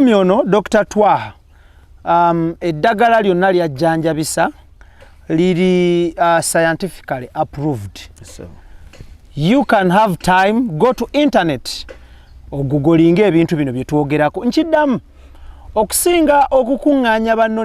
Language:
Ganda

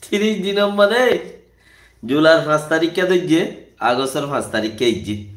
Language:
Rohingya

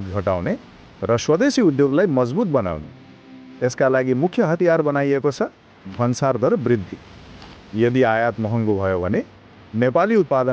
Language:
Nepali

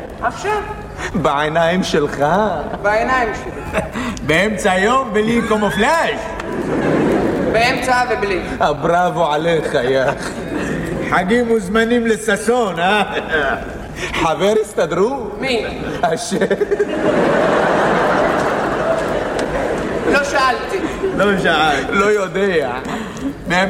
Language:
Hebrew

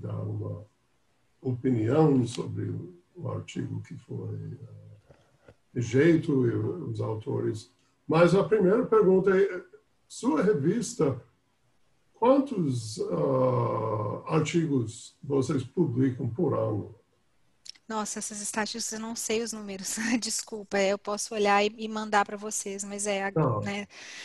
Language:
Portuguese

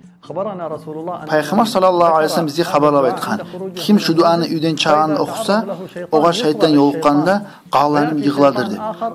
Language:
Kumyk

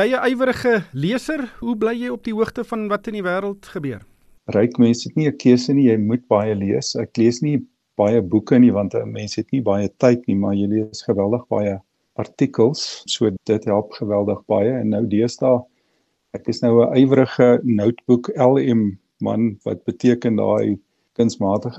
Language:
Afrikaans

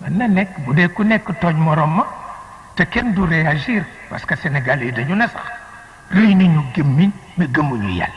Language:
Wolof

